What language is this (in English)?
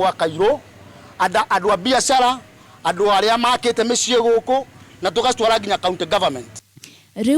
Kikuyu